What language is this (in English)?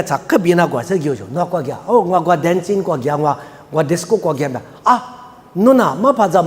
Lisu